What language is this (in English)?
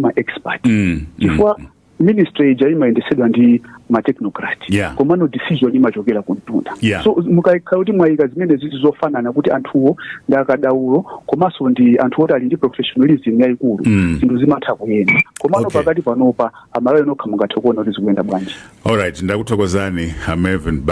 Nyanja